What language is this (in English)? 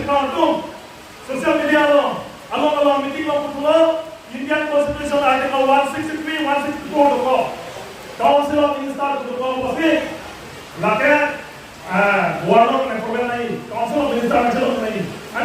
Karbi